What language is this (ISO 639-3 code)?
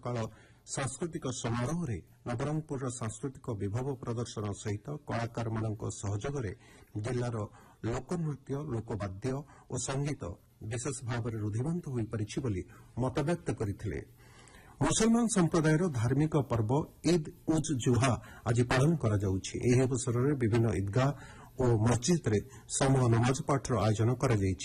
ori